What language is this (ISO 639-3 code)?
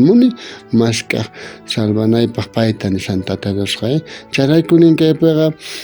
quh